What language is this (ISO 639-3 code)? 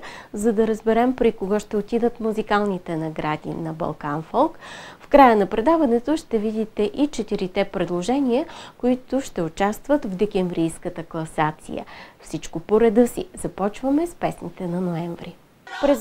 bul